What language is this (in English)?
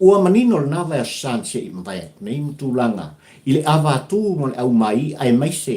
Samoan